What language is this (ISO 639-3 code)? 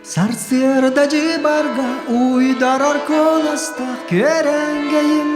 sah